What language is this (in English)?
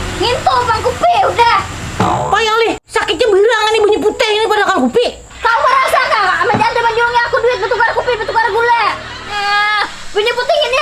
Banjar